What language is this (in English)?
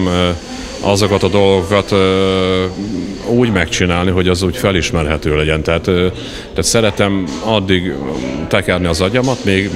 Hungarian